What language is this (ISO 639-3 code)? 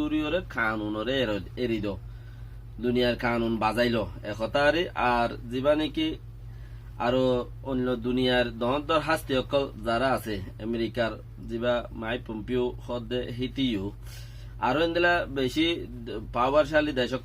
rhg